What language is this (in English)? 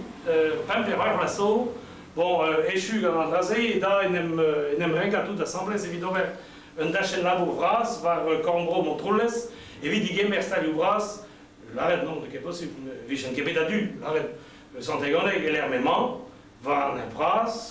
Breton